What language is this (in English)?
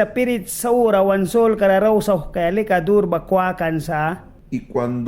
Mískito